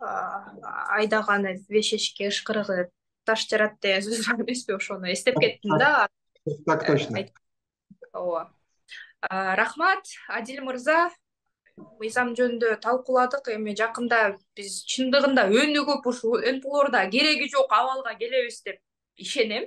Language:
Kyrgyz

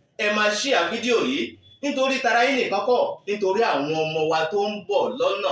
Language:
Yoruba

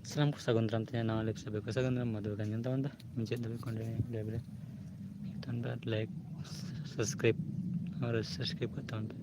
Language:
Santali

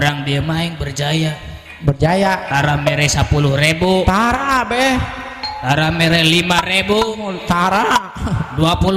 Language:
Sundanese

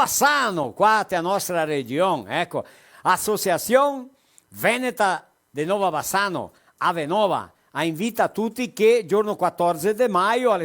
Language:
Venetian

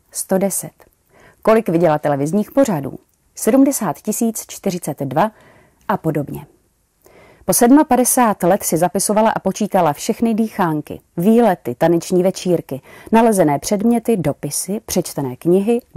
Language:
Czech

